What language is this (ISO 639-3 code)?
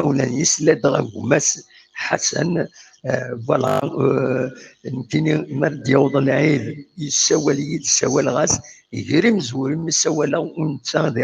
kab